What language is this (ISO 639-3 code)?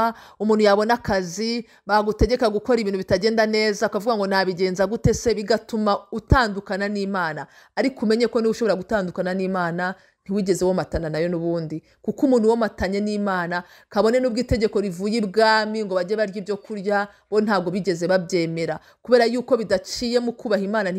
kin